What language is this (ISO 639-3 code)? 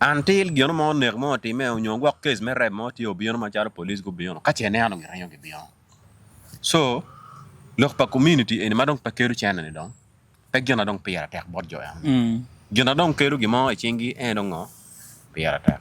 ach